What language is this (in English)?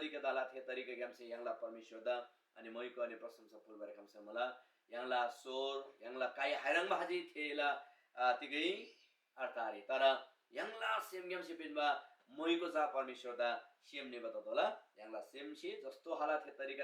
Eastern Tamang